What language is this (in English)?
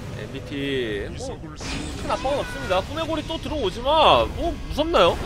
Korean